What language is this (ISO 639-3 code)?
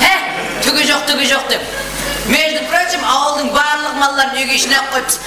kaa